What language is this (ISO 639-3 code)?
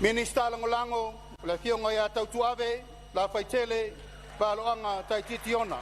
smo